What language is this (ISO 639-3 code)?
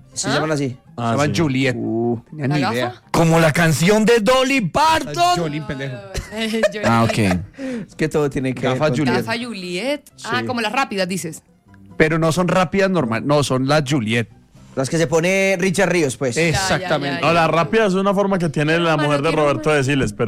spa